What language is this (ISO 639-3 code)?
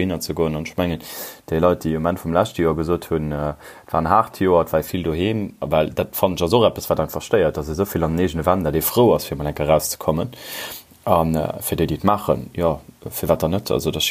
ltz